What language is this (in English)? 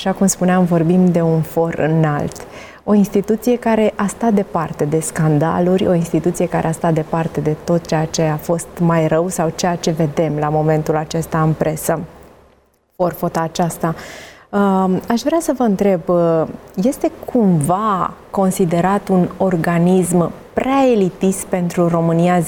Romanian